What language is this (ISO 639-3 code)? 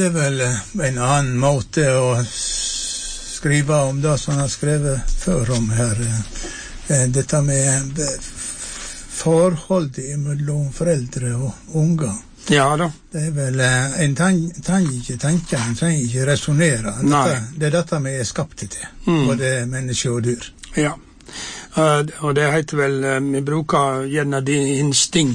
nor